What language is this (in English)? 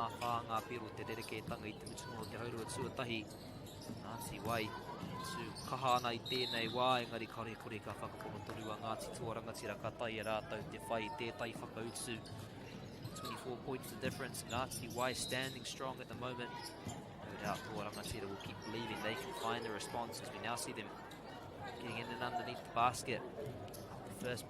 Māori